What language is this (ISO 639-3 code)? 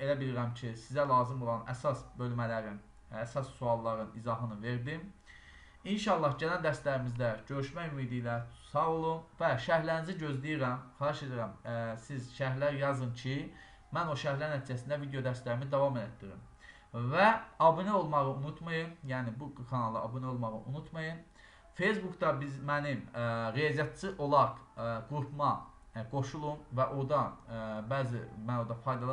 aze